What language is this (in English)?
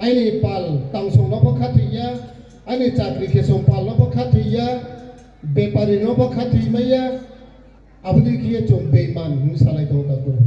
Riang (India)